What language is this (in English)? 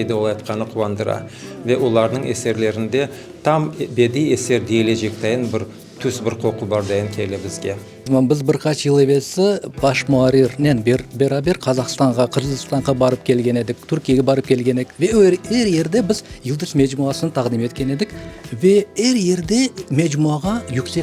Crimean Tatar